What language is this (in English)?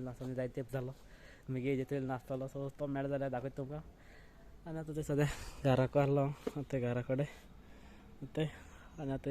Konkani